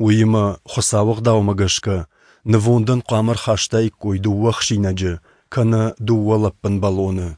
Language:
Ossetic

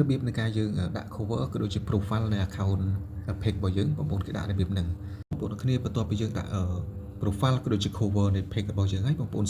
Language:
Khmer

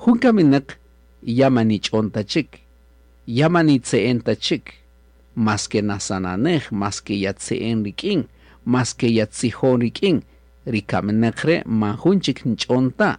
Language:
Kaqchikel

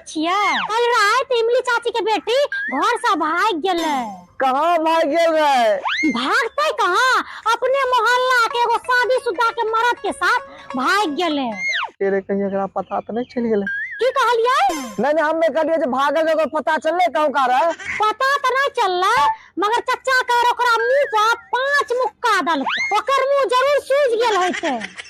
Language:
Maithili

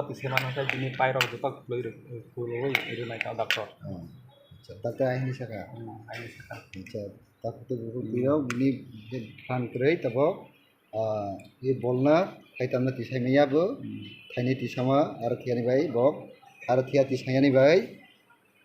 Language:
Kok Borok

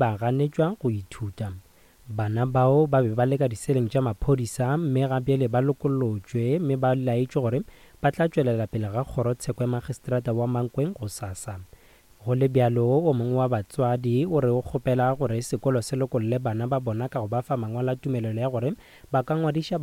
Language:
Northern Sotho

